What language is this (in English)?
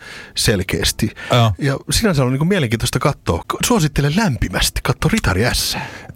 Finnish